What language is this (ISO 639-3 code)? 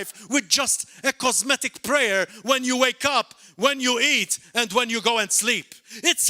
eng